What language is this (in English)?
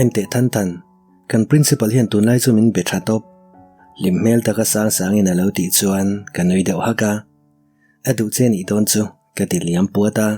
Mizo